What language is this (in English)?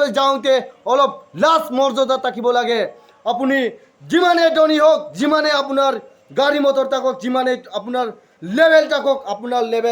Assamese